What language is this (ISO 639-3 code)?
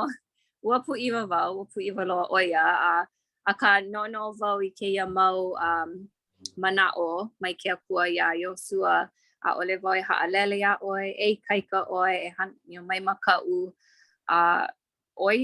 haw